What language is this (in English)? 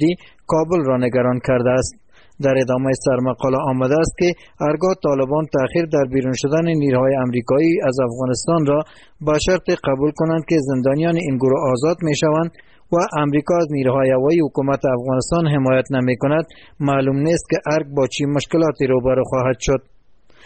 Persian